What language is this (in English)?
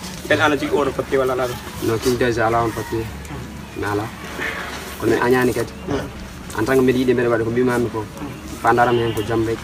Pular